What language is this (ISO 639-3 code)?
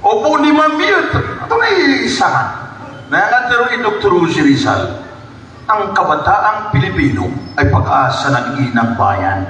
mrw